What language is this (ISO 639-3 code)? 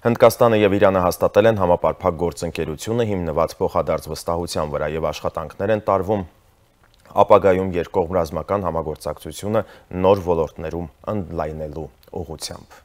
hye